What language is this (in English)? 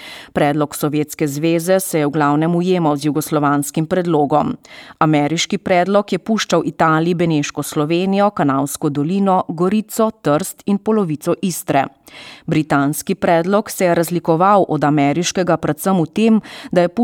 Slovenian